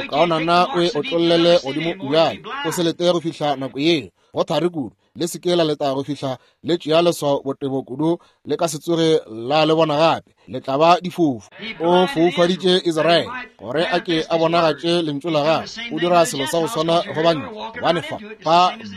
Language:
Northern Sotho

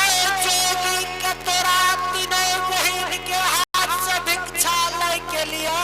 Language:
Angika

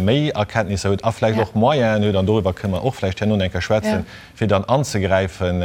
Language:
Luxembourgish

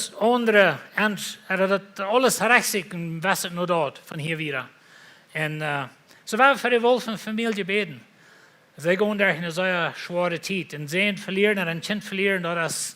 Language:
Plautdietsch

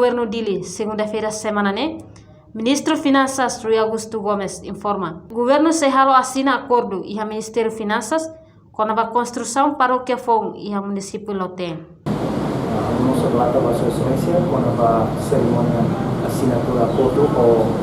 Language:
Tetum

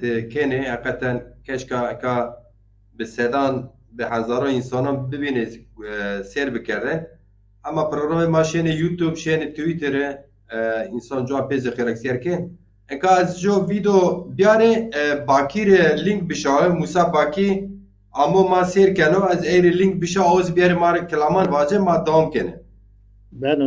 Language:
Zaza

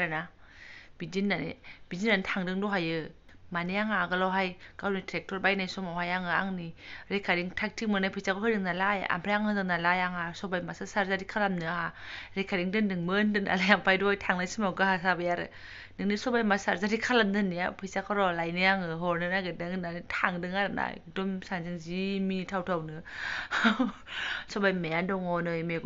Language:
Bodo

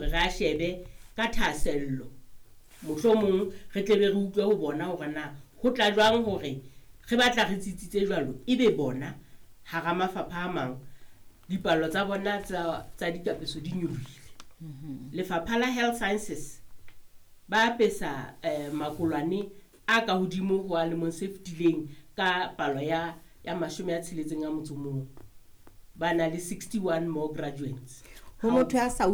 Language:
Southern Sotho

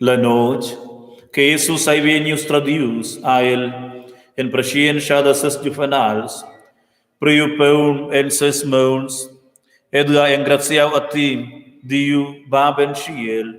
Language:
Romansh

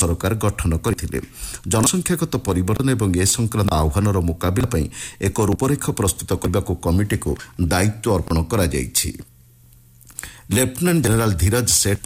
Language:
Odia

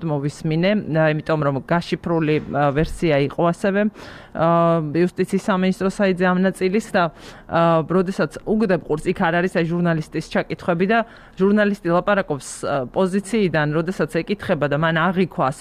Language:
Georgian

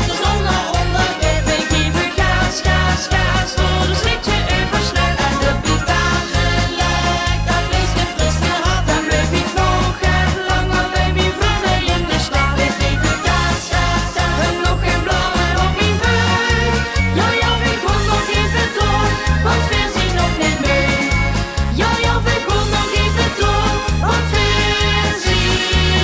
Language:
Limburgish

